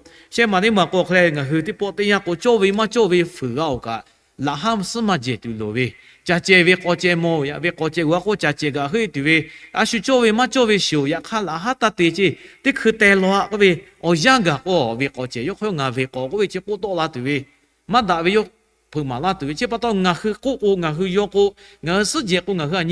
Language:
Lahu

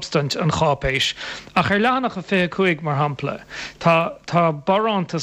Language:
Irish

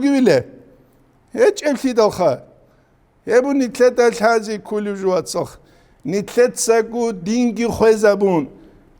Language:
Avaric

